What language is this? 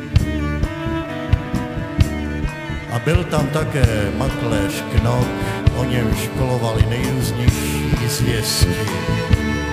Czech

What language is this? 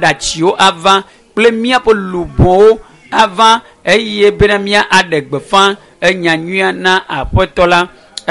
Ewe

